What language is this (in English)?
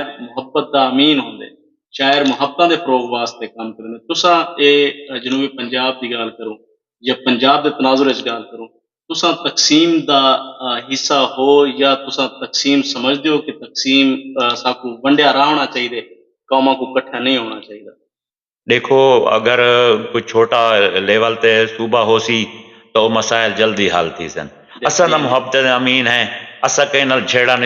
Saraiki